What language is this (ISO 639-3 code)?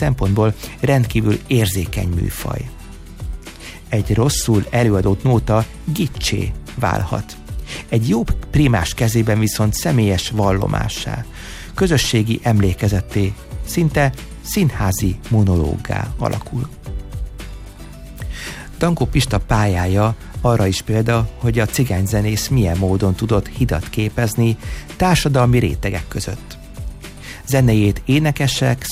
hun